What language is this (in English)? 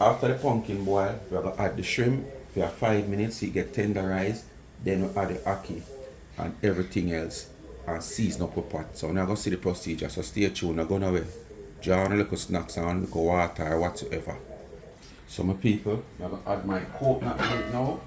Jamaican Creole English